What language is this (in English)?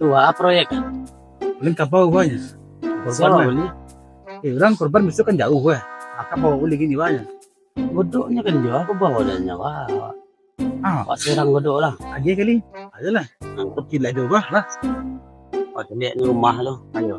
Minangkabau